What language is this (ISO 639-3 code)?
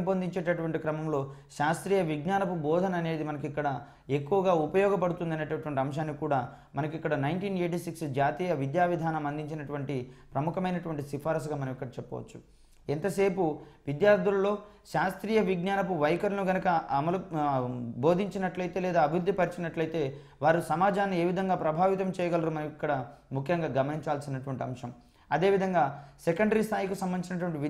tel